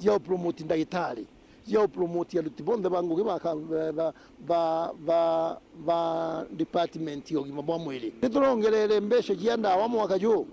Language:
Meru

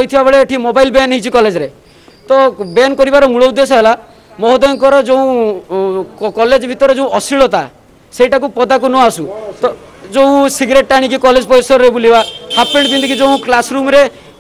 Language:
Odia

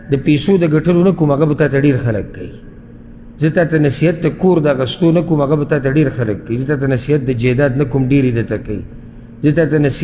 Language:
Pashto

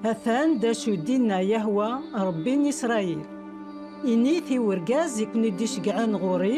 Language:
Kabyle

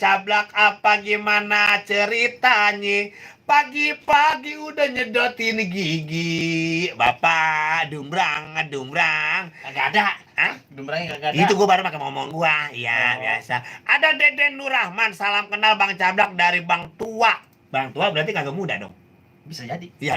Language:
Betawi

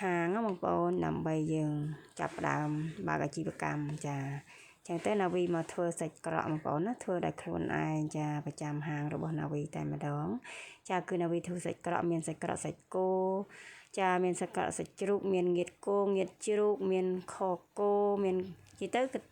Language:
Khmer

